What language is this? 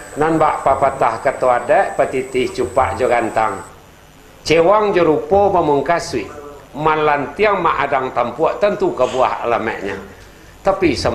Minangkabau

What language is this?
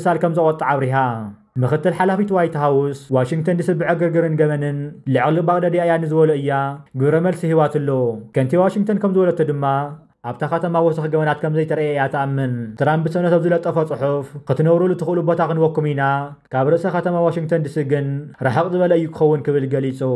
Tigrinya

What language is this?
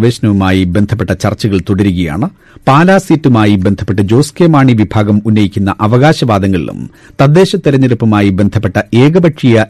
Malayalam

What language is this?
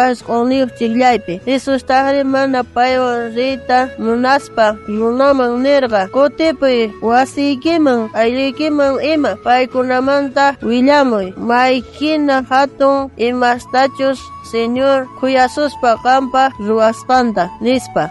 South Bolivian Quechua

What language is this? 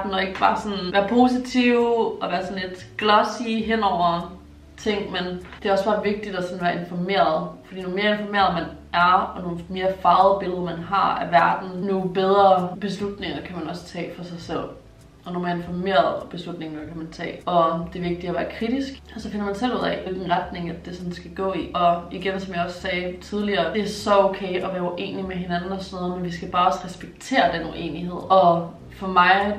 Danish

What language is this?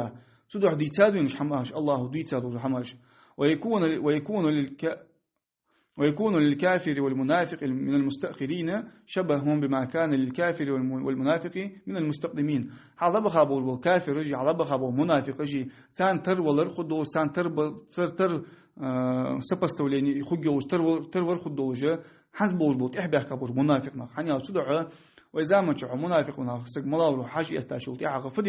Ingush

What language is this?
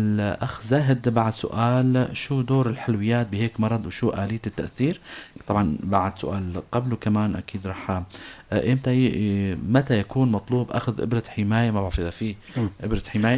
North Levantine Arabic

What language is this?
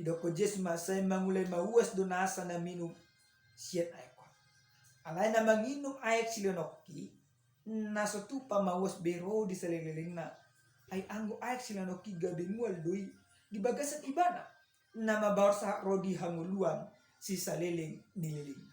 Batak Toba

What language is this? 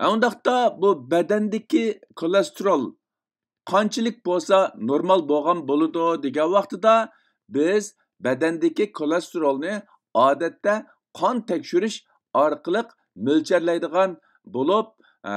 Uyghur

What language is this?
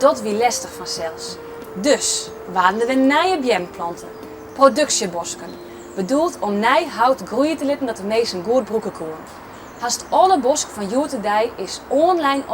Western Frisian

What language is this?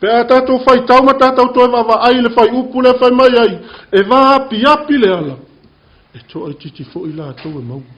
Samoan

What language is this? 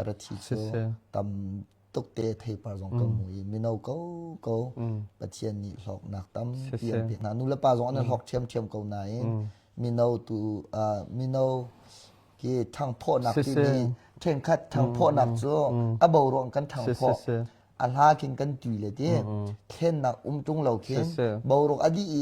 Hakha Chin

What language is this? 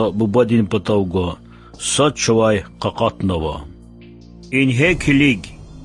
Lezghian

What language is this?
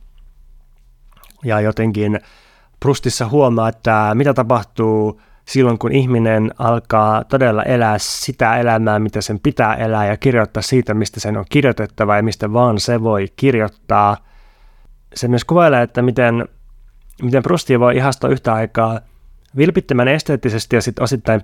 Finnish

